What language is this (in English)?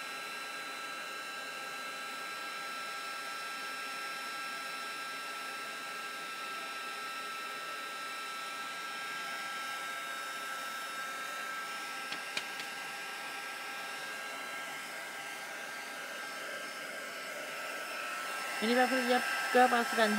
Danish